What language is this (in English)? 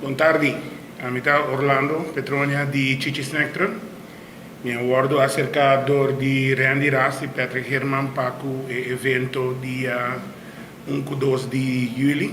Papiamento